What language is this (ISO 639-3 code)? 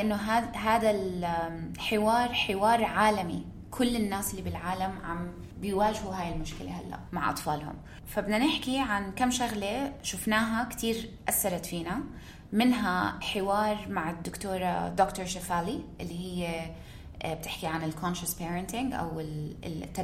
apc